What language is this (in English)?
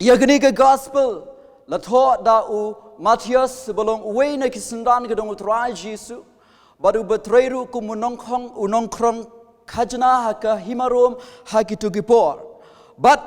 Khasi